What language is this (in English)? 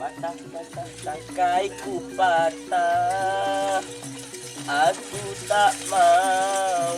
Madurese